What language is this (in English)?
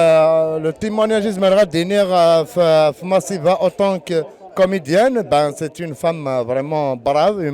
Kabyle